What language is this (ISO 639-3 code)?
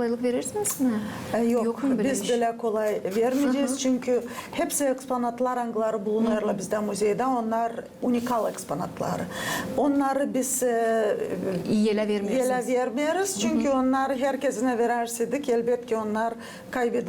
gag